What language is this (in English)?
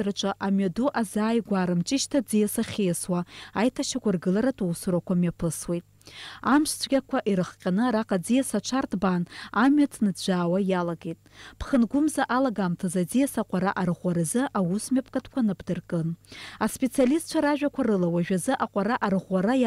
Abkhazian